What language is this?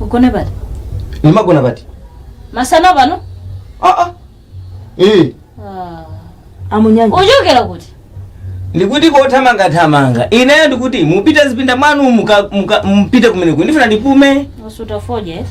Nyanja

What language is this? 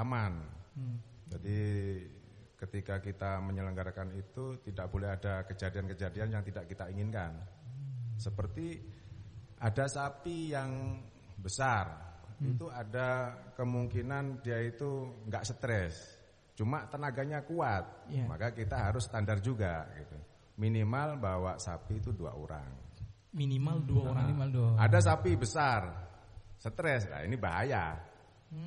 Indonesian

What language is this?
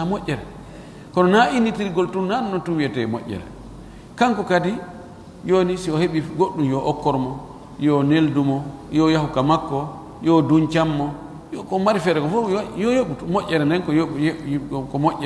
Fula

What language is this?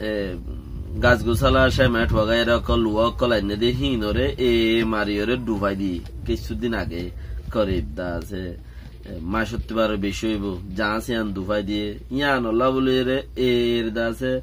Rohingya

